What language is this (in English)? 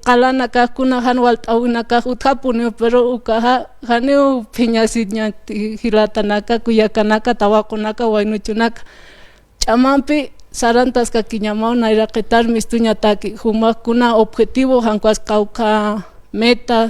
Aymara